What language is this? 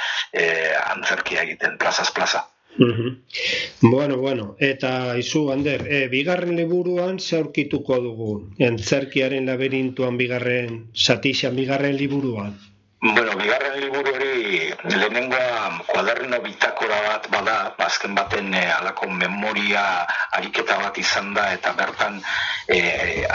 Basque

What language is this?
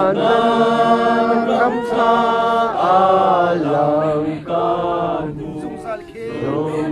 Hakha Chin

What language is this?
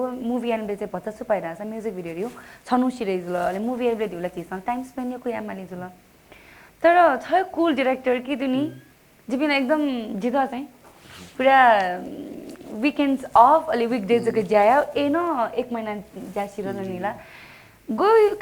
Newari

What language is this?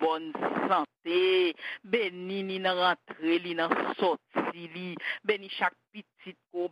Haitian Creole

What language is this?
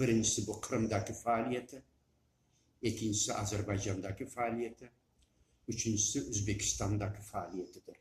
Crimean Tatar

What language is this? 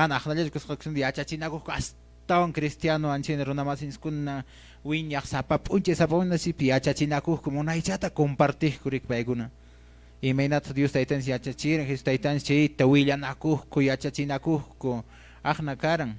Quechua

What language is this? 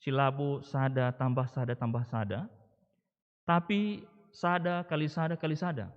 Batak Karo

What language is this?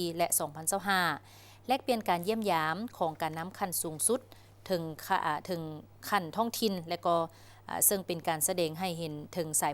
Lao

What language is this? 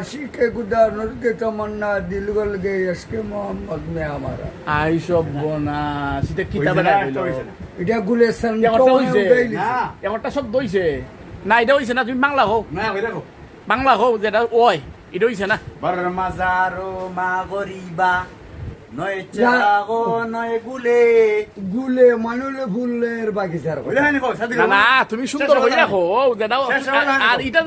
Sylheti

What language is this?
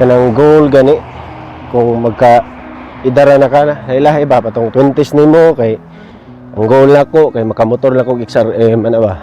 Cebuano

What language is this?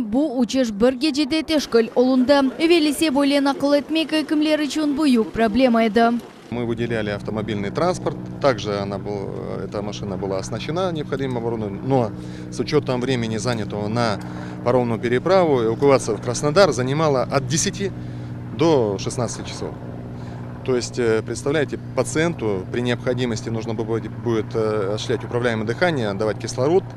Crimean Tatar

